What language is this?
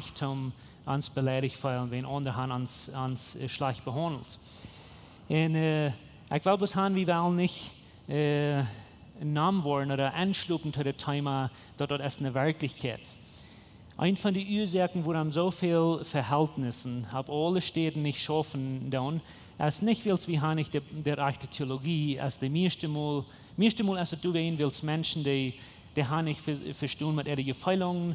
Plautdietsch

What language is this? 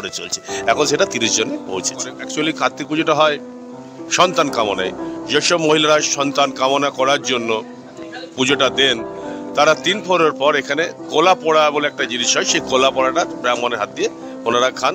Bangla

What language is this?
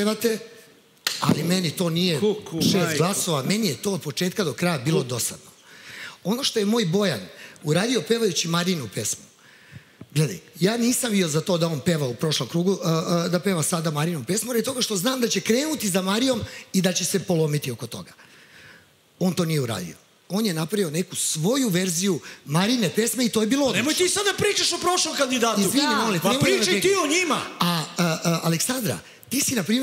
Serbian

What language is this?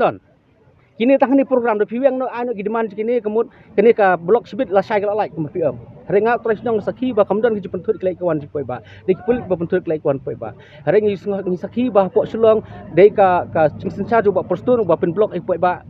Khasi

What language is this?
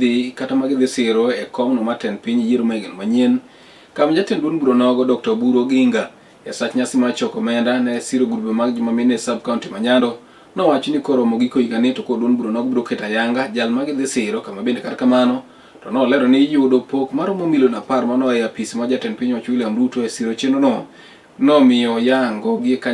Luo (Kenya and Tanzania)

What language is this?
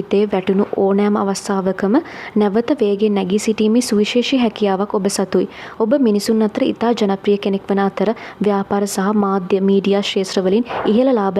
Sinhala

